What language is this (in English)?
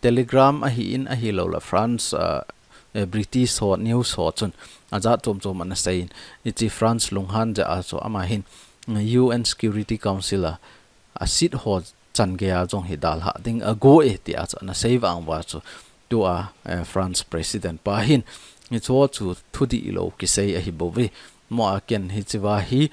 Thado Chin